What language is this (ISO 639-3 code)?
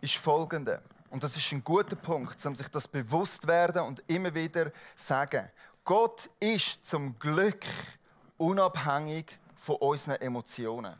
gsw